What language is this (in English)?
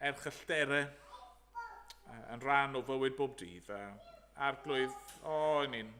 Welsh